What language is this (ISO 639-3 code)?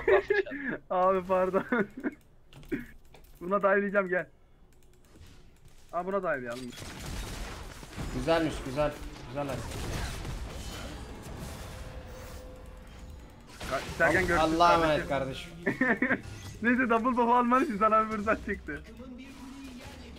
tur